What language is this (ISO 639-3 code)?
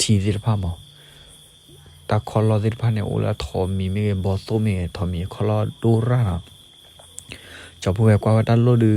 ksw